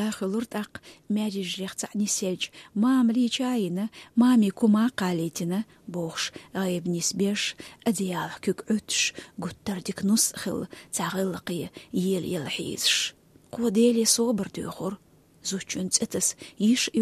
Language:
Chechen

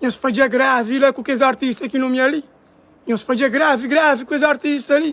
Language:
Kabuverdianu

